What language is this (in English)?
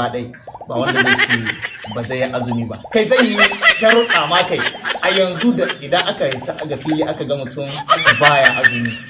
Hausa